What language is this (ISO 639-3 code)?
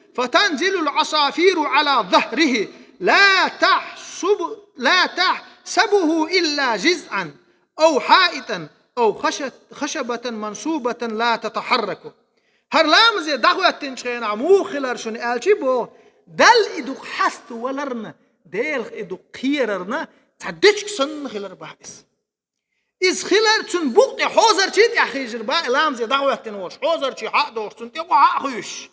che